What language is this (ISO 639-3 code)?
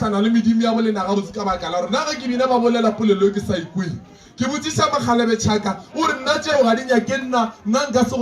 nso